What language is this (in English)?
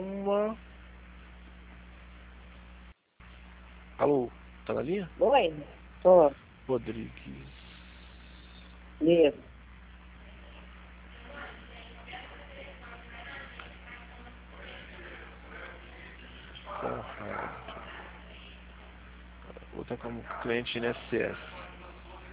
Portuguese